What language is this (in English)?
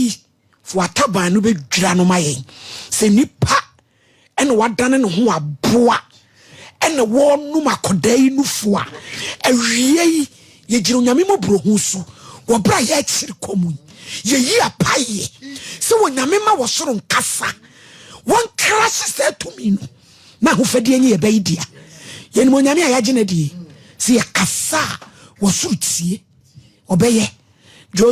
Akan